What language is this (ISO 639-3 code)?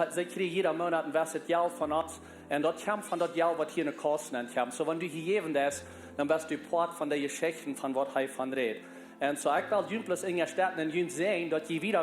pdt